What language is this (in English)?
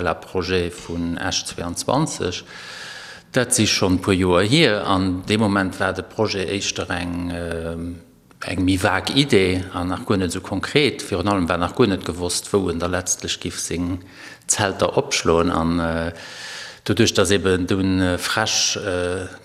Luxembourgish